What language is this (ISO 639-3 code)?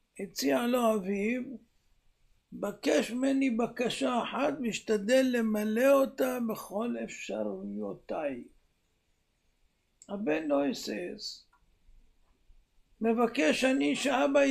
heb